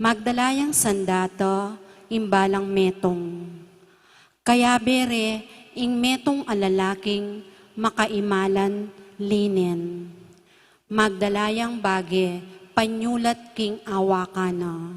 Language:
Pampanga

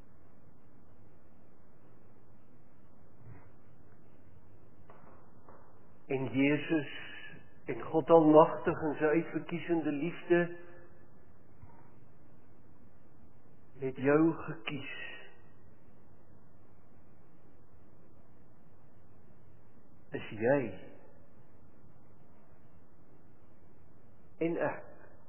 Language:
Afrikaans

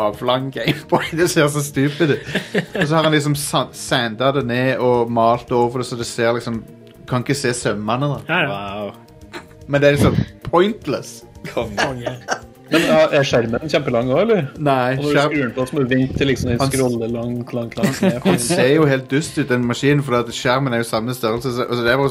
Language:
Norwegian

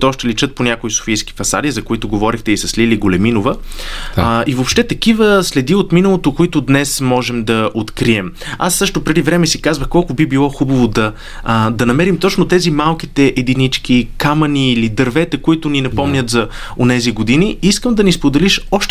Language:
Bulgarian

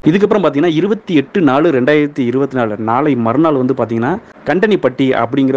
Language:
Tamil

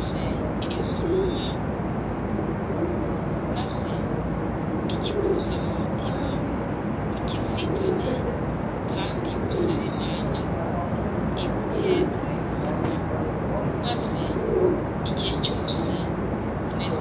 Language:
Kinyarwanda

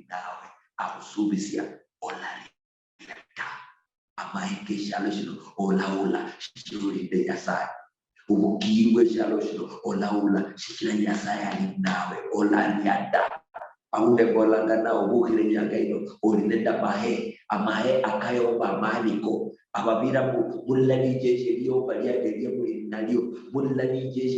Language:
Luyia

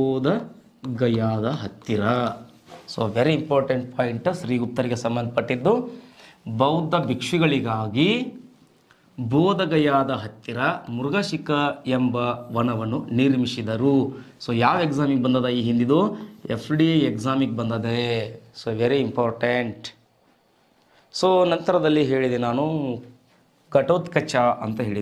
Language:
Kannada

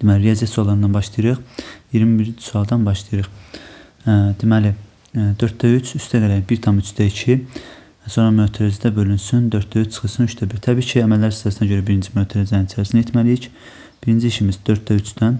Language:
Azerbaijani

